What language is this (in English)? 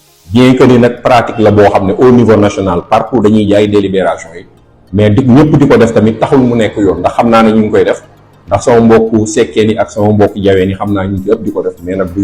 Wolof